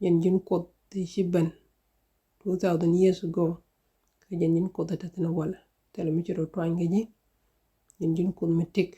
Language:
Nuer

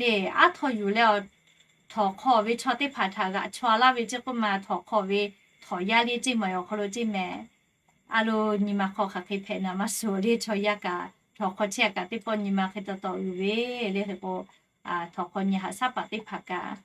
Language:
Lahu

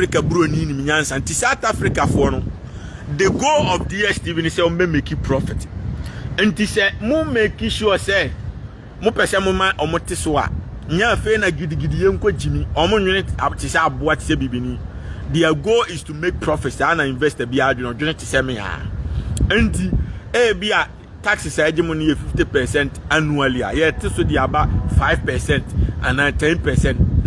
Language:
Akan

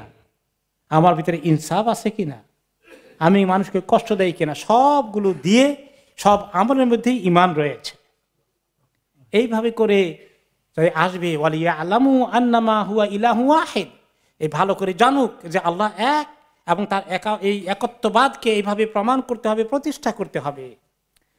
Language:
Bangla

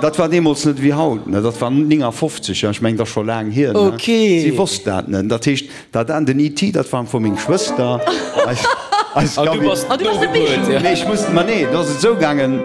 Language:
Luxembourgish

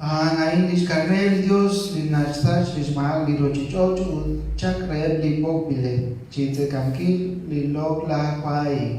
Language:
Kekchí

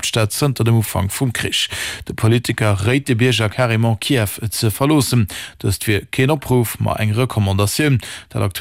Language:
Luxembourgish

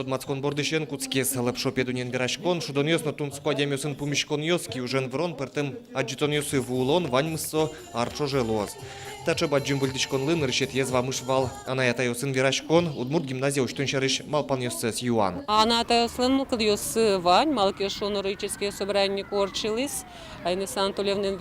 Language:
Udmurt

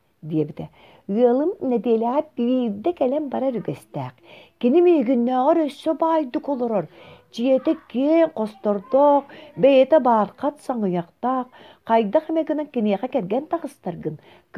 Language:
Yakut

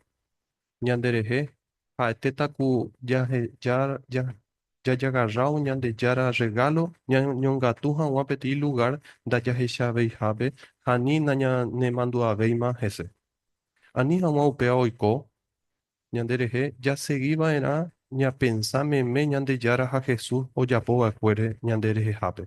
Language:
Guarani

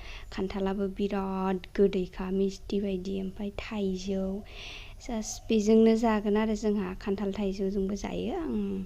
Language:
Bodo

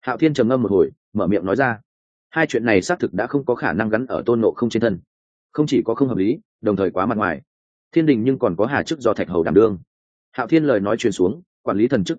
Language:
Vietnamese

